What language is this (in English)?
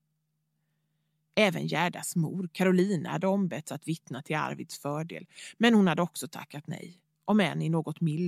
Swedish